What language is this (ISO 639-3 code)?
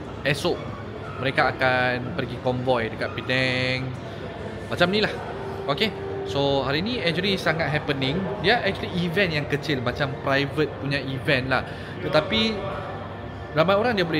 msa